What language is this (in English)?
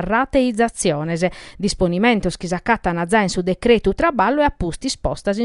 Sardinian